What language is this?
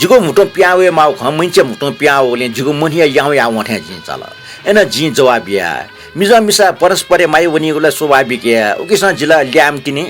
Newari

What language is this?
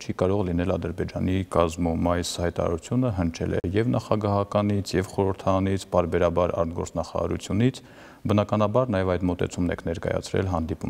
Armenian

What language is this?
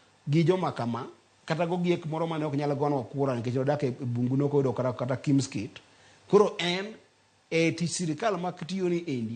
Luo (Kenya and Tanzania)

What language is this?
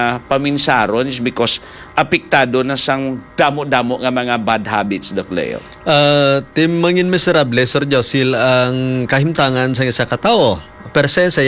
Hiligaynon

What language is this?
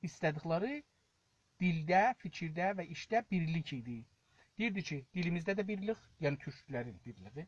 South Azerbaijani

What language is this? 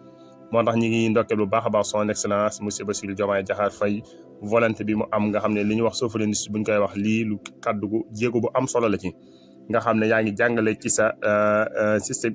Wolof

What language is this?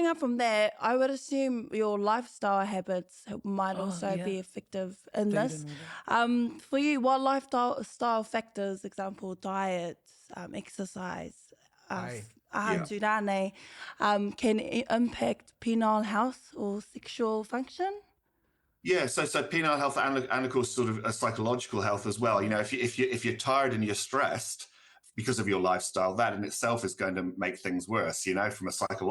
Māori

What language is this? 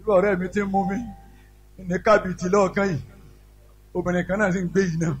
Yoruba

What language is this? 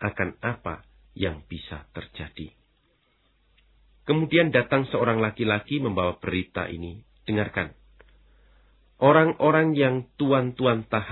Indonesian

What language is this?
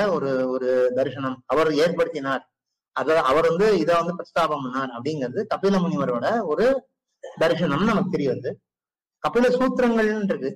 Tamil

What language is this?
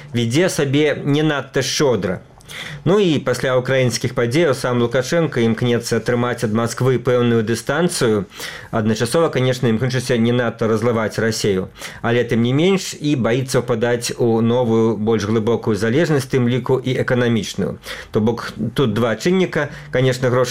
Belarusian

